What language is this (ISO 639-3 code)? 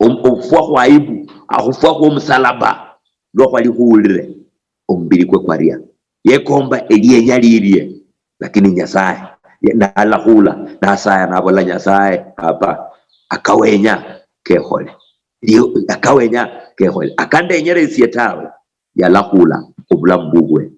luy